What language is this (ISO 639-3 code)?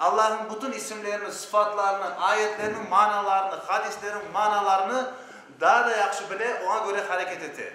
crh